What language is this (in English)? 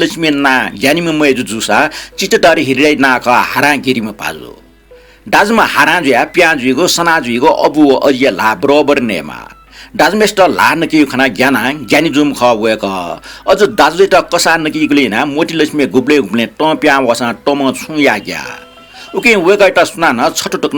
Newari